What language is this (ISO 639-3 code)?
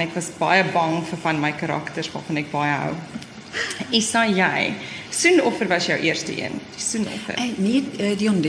afr